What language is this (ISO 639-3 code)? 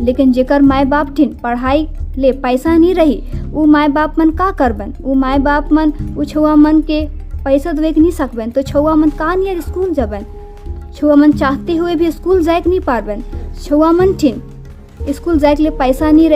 sck